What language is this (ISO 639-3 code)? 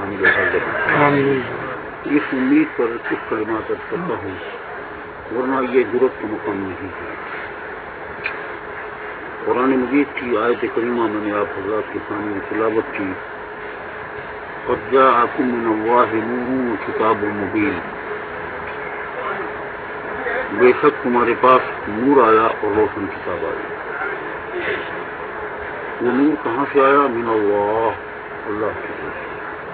urd